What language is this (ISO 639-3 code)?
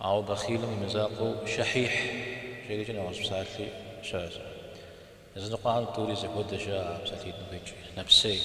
kbd